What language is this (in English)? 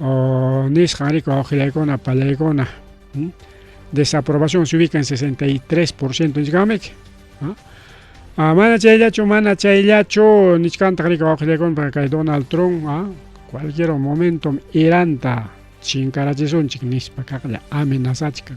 Ayacucho Quechua